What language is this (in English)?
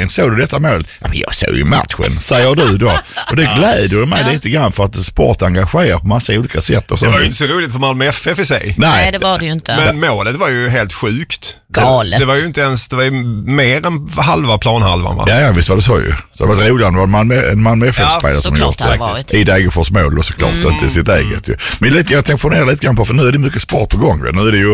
Swedish